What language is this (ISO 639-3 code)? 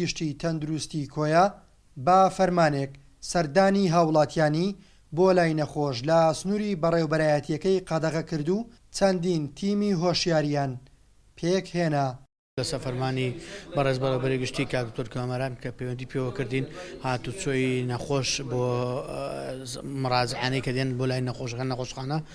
ckb